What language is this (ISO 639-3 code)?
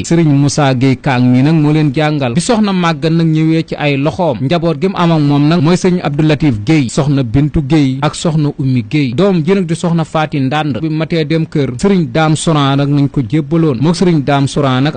wol